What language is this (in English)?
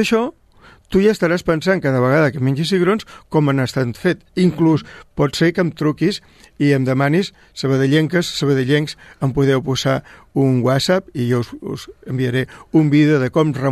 Catalan